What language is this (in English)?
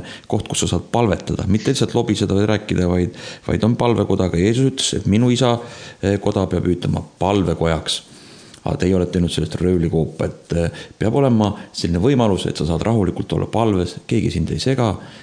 Estonian